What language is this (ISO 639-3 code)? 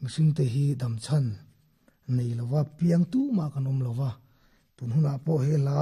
lus